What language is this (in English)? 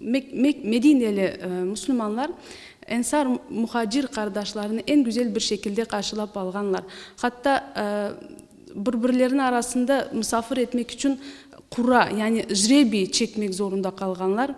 Crimean Tatar